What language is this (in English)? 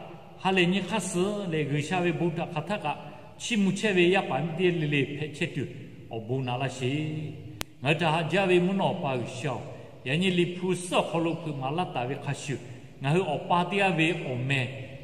Lahu